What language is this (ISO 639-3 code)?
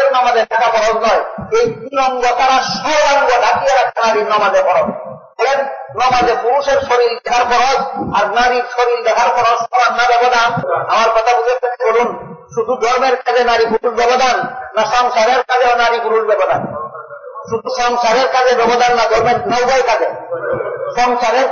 ben